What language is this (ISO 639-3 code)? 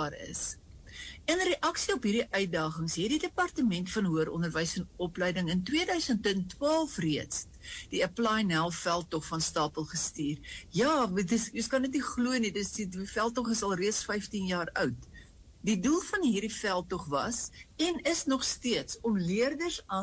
afr